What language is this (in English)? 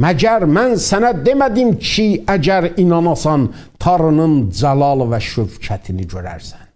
South Azerbaijani